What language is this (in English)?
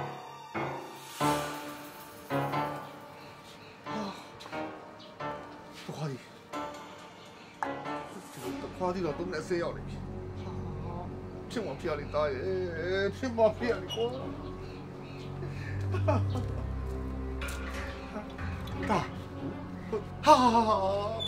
Burmese